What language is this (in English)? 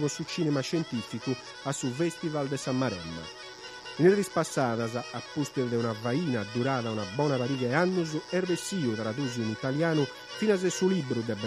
Sardinian